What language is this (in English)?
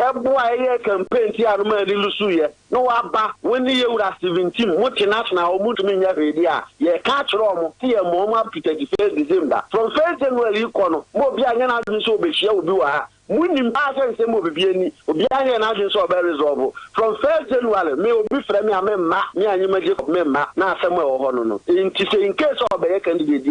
Akan